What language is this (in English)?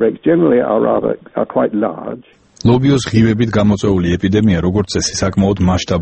Georgian